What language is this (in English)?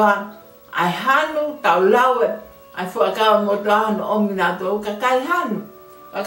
Tongan